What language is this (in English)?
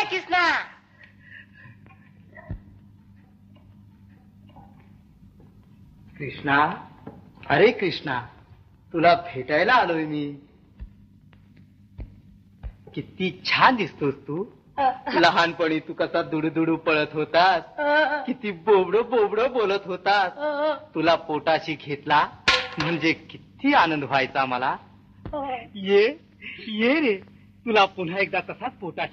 Marathi